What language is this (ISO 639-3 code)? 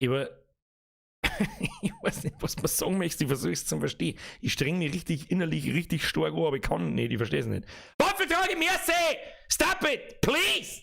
bar